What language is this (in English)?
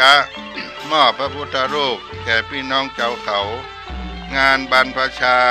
Thai